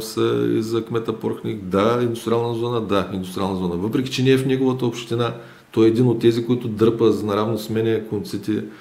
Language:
Bulgarian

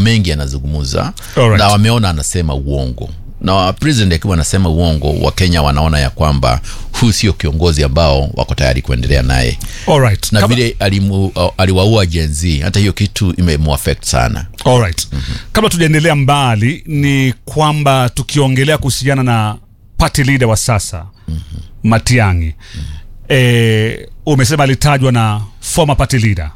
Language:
Swahili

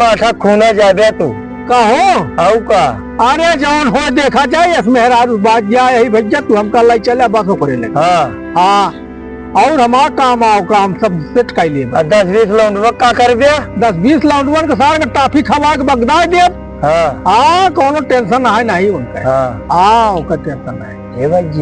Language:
Awadhi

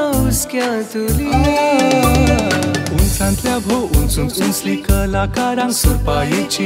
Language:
Konkani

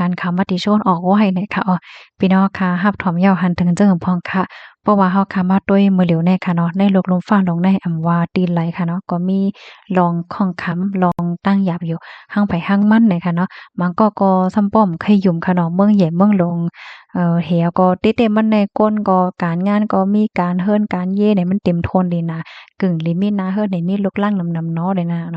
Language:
Shan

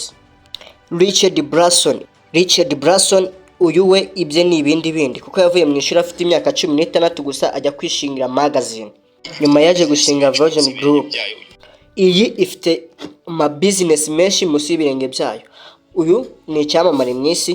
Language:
Kinyarwanda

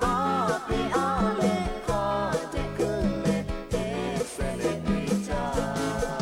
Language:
Lahu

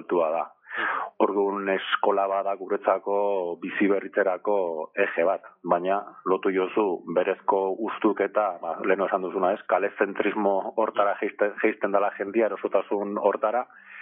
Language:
Basque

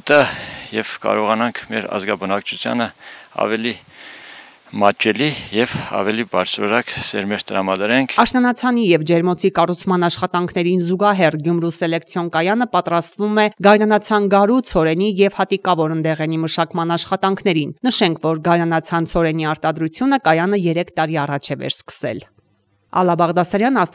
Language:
Armenian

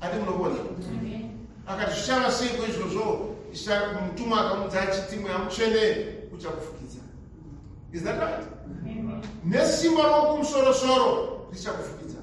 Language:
Shona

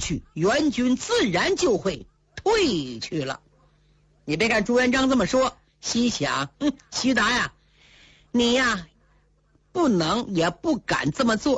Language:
Chinese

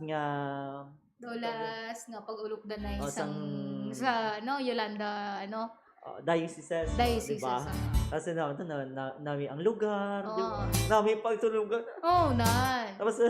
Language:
Hiligaynon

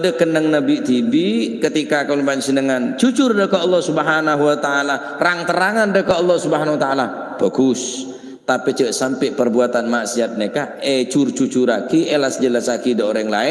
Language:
Madurese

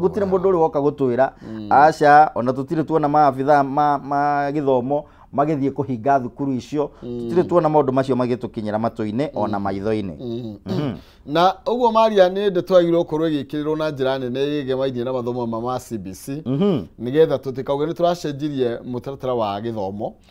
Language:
Kikuyu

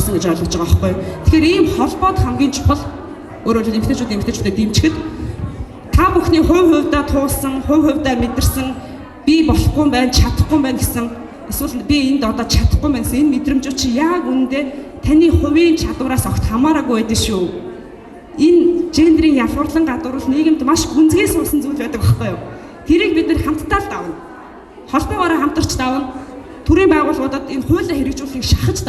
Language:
Mongolian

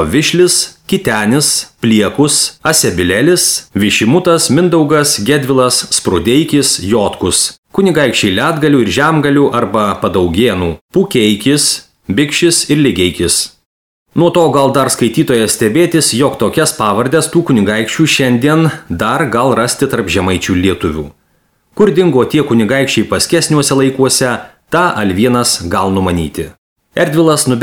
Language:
Lithuanian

